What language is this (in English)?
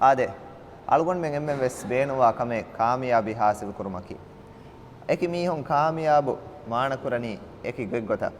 Divehi